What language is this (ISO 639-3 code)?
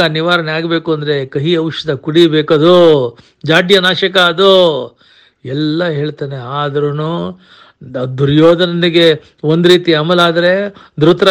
kan